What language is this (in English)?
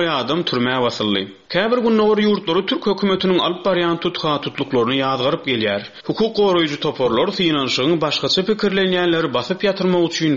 Turkmen